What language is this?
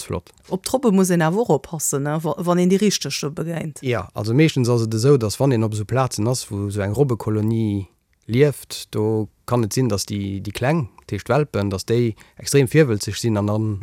Luxembourgish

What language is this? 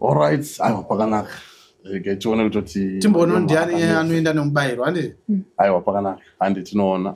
Shona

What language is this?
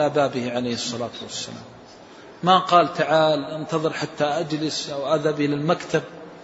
Arabic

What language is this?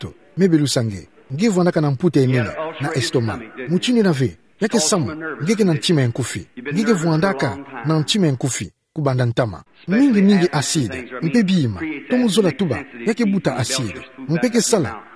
Kituba (Democratic Republic of Congo)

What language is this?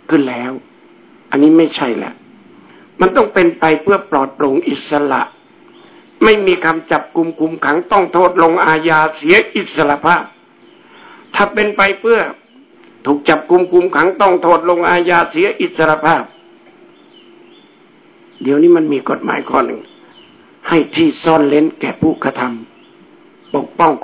Thai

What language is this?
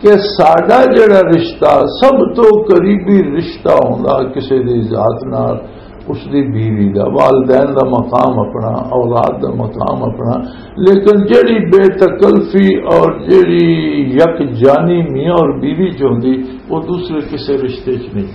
Western Panjabi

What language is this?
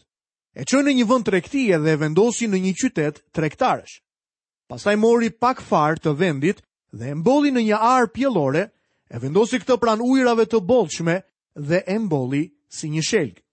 Albanian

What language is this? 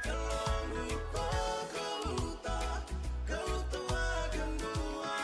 Fijian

